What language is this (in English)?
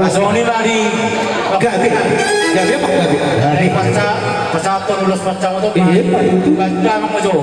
Batak Toba